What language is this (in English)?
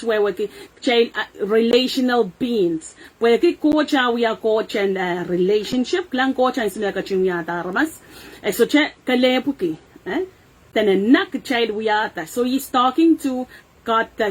Pohnpeian